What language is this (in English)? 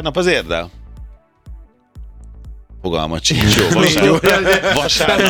Hungarian